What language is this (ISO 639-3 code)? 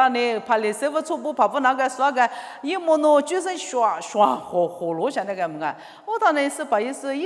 lis